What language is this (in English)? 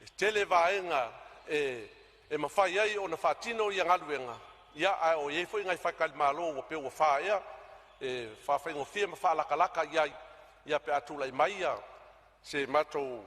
Samoan